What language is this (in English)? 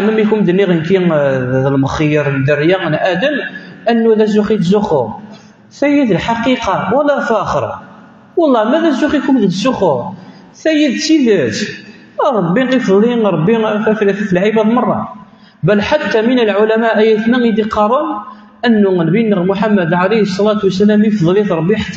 Kabyle